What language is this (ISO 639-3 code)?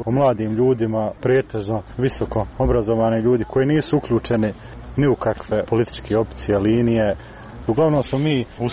hrv